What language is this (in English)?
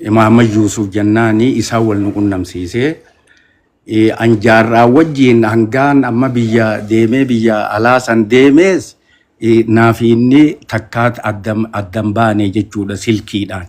Oromo